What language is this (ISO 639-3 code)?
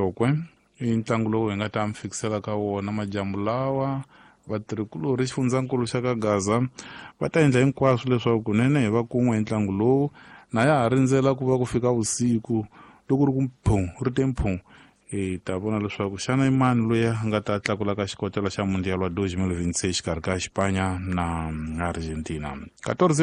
tso